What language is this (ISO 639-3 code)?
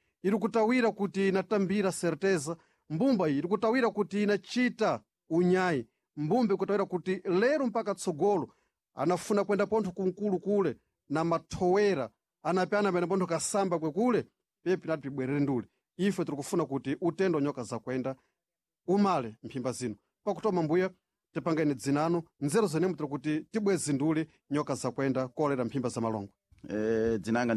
seh